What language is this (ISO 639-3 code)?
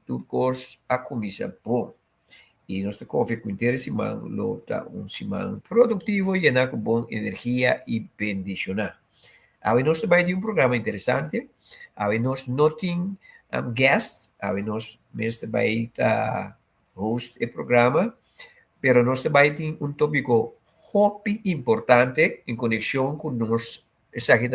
pap